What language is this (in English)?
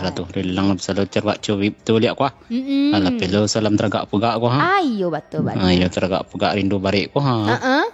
Minangkabau